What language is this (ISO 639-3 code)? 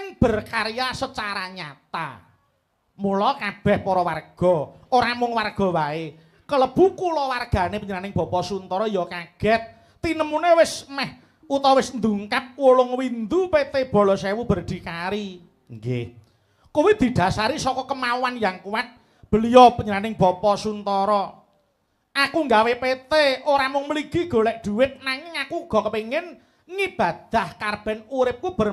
jav